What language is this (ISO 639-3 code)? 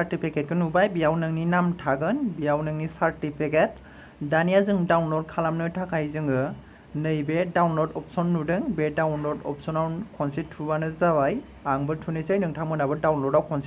brx